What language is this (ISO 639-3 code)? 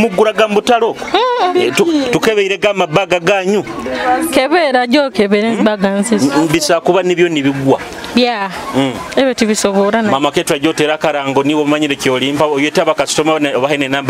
nyo